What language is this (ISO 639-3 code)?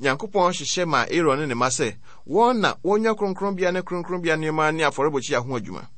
aka